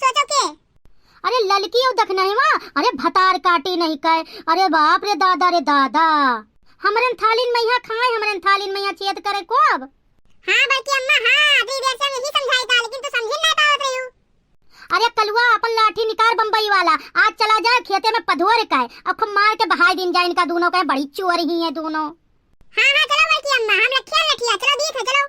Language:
Awadhi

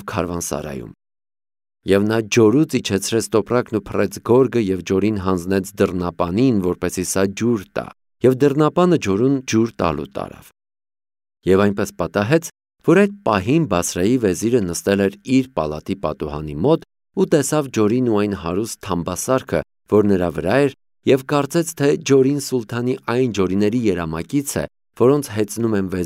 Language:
Armenian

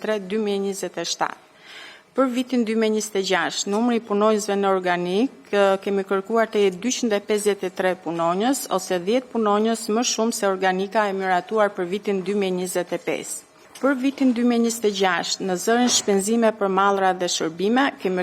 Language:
Albanian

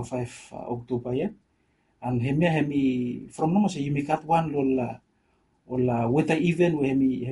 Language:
Bislama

